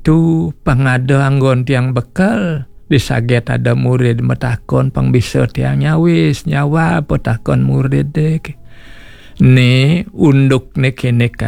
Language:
Balinese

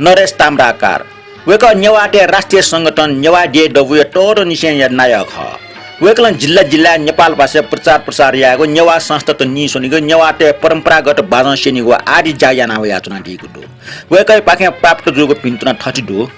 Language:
Newari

